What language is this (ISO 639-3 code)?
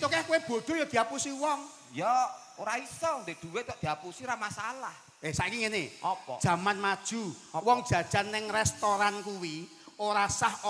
jav